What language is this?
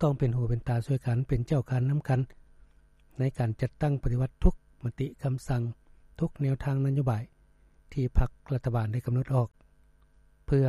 Lao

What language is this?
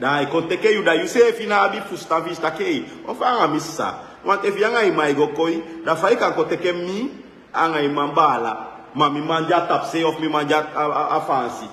Sranan Tongo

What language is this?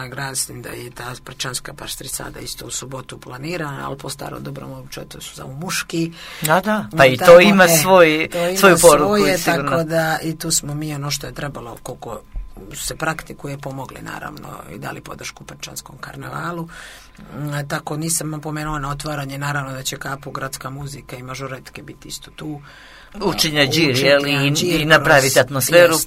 Serbian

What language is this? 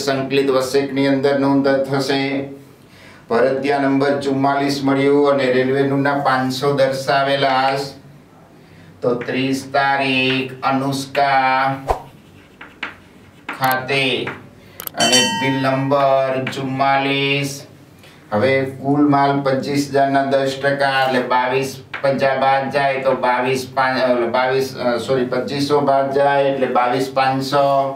Gujarati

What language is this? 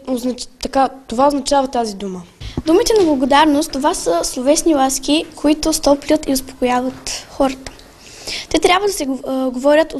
Bulgarian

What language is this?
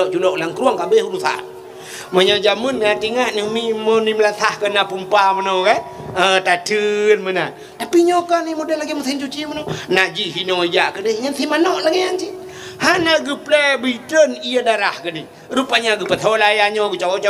Achinese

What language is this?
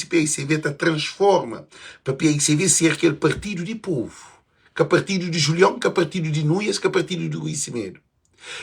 Kabuverdianu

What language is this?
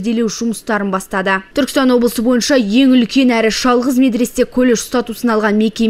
Kazakh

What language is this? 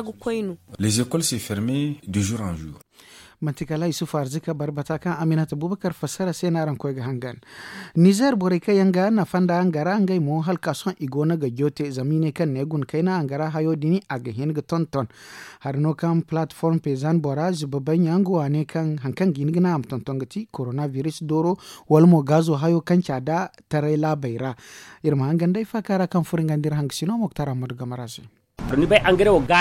Zarma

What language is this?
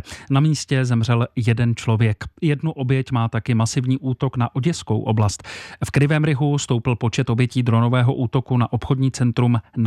Czech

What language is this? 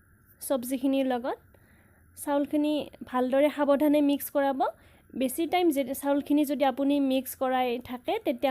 Assamese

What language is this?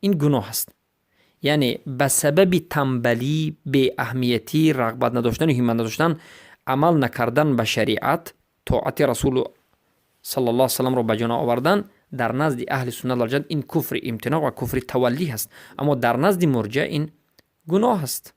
Persian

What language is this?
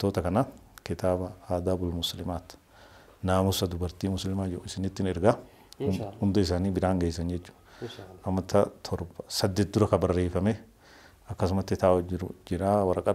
Oromo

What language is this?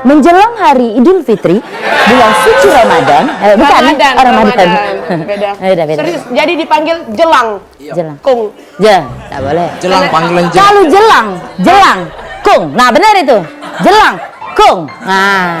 Musi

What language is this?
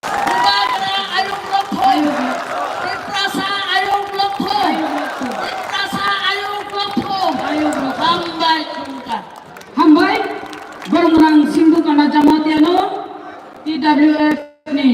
Kok Borok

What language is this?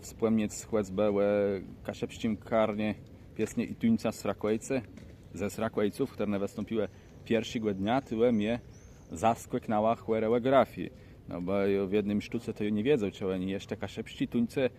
Kashubian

